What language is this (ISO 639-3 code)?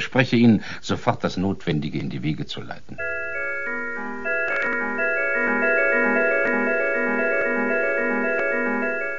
deu